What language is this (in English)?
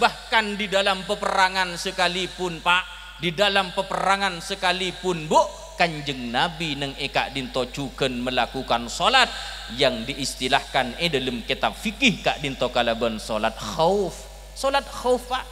Madurese